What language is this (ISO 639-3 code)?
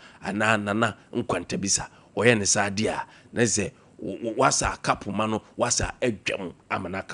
aka